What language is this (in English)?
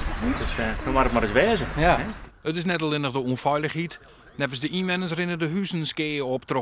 Western Frisian